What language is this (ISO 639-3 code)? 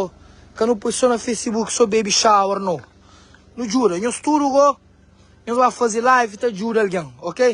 kea